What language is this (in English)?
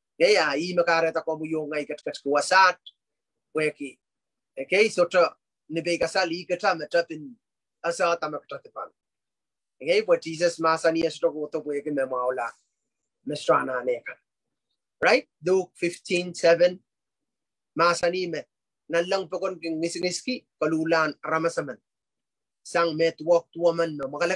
Pohnpeian